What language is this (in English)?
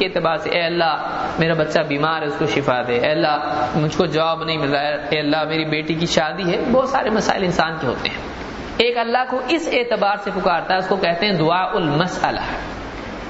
Urdu